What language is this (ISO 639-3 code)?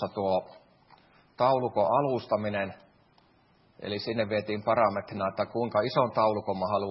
fin